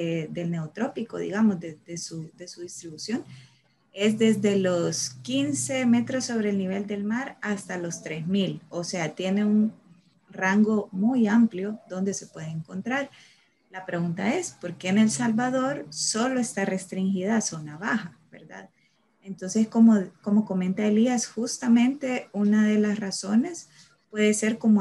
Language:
Spanish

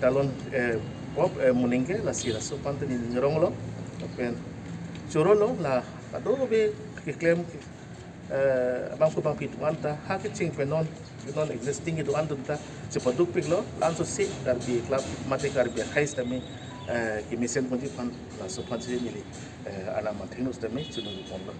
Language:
Karbi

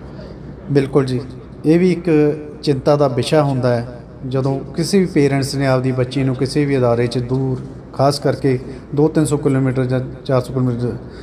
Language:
Punjabi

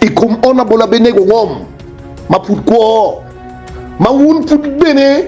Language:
Acoli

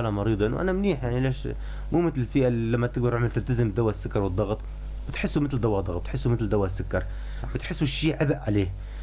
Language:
North Levantine Arabic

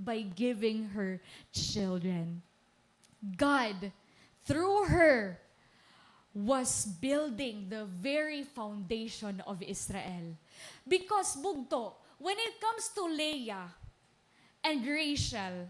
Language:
Waray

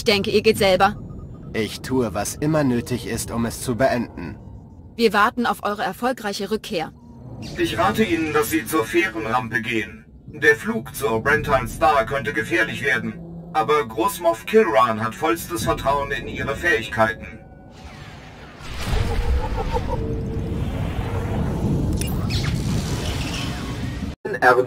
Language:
German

